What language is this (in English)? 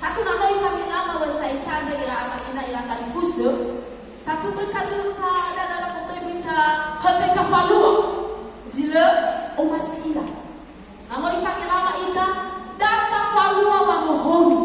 Nias